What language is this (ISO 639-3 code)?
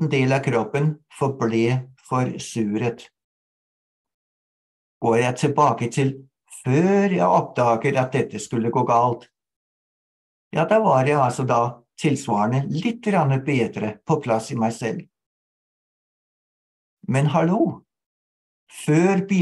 nor